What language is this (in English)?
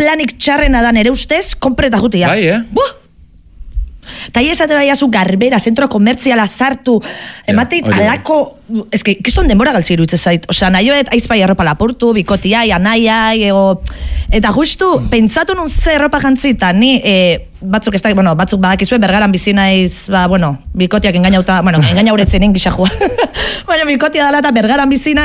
Basque